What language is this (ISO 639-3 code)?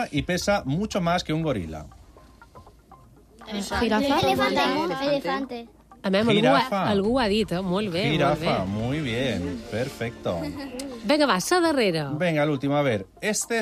cat